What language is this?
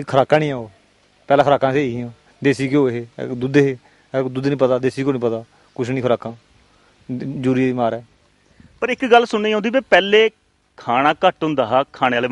Dogri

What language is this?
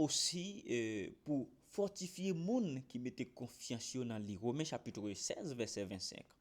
Haitian Creole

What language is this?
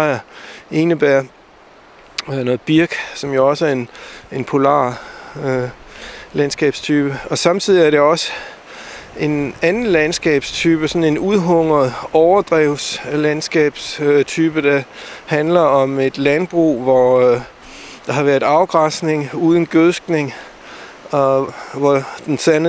Danish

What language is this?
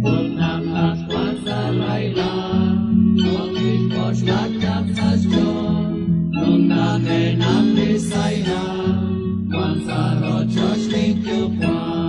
Kekchí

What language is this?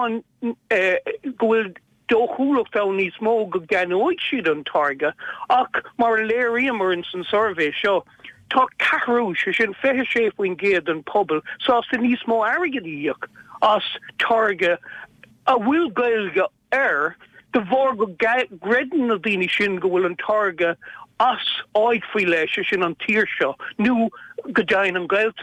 Irish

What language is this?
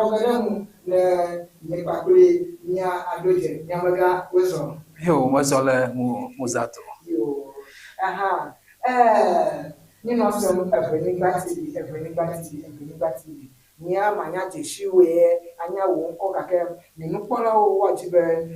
Ewe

